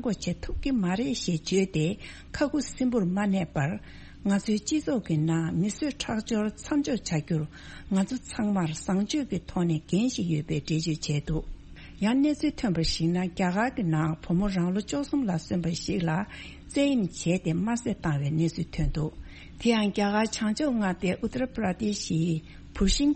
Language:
Tibetan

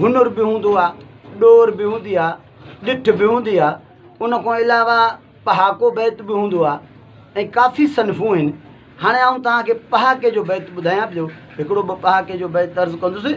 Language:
Sindhi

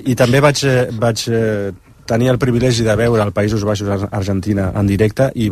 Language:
Catalan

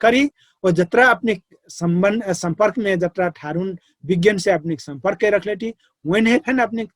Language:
Dangaura Tharu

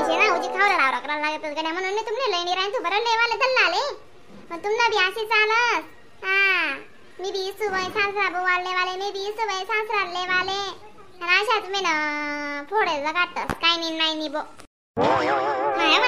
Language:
Khandesi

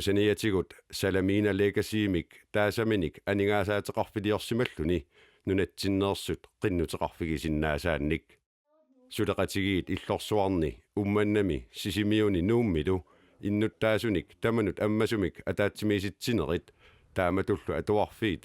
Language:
Kalaallisut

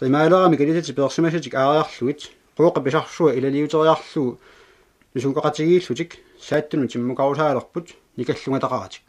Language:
Kalaallisut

